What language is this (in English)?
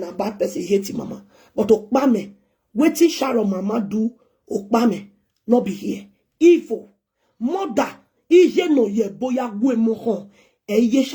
Nigerian Pidgin